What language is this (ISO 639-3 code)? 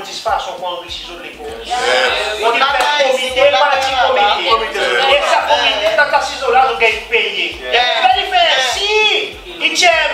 crs